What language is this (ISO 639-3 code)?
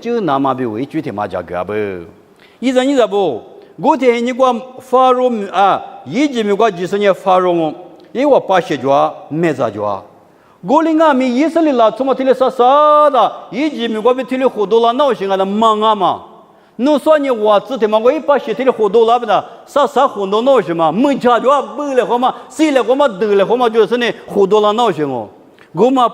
lis